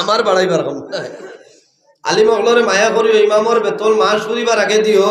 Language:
Sylheti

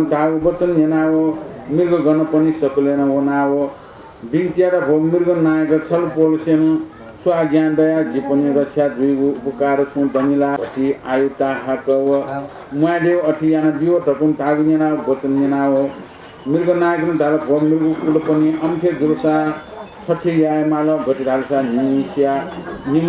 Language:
Newari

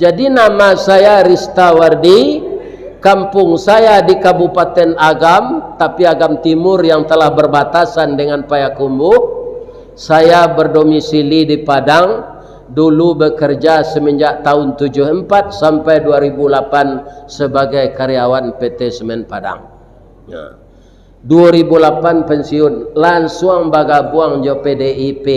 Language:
Minangkabau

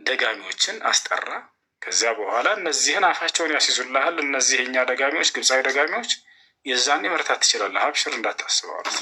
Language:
Amharic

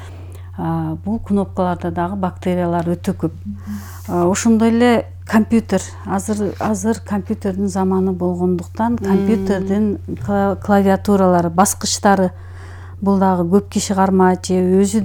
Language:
Kyrgyz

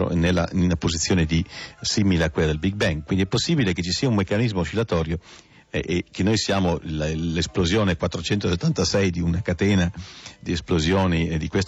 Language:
Italian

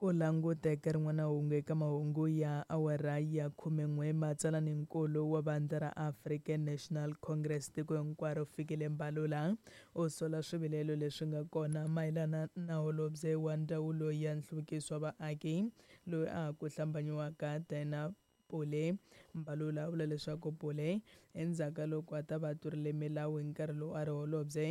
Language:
Tsonga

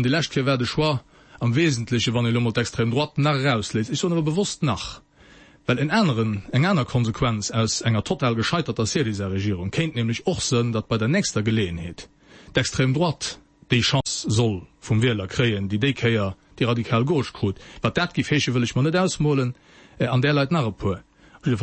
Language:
Luxembourgish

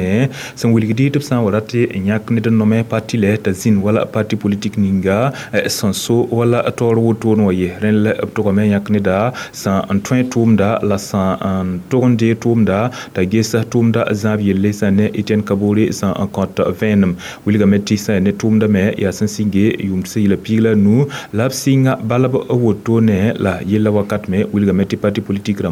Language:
Mossi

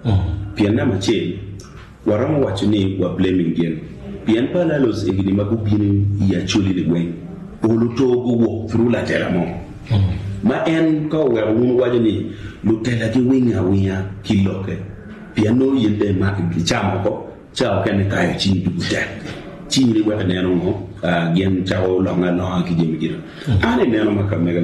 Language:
Acoli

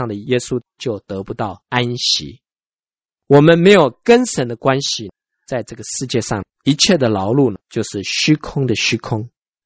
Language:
Chinese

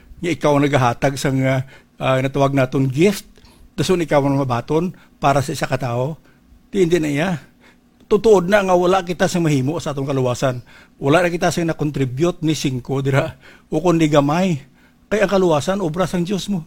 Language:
Hiligaynon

